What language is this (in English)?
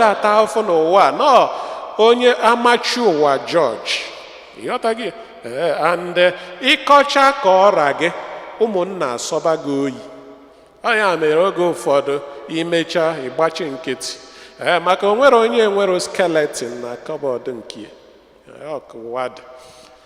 Igbo